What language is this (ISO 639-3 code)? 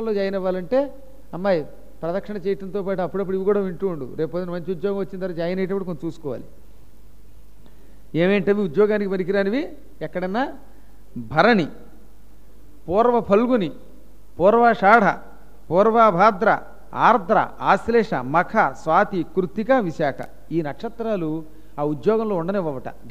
tel